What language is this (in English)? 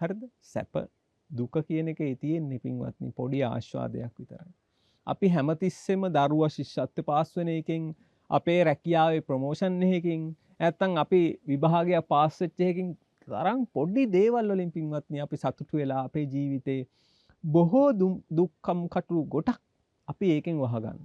Sinhala